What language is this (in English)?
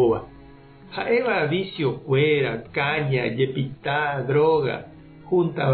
Guarani